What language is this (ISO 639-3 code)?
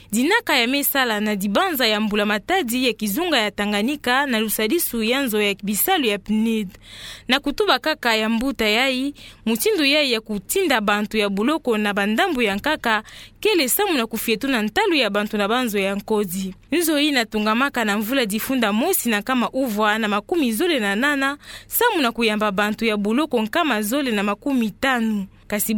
ktu